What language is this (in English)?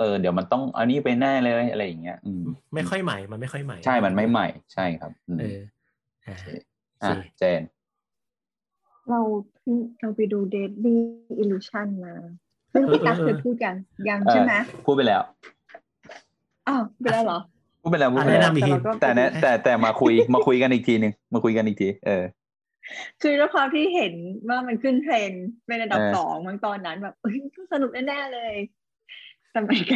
Thai